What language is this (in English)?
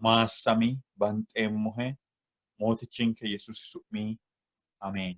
Sidamo